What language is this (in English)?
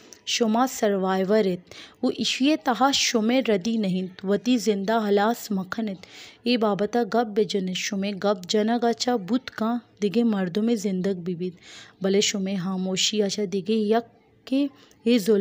Baluchi